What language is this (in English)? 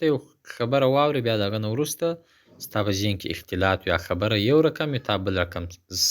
Pashto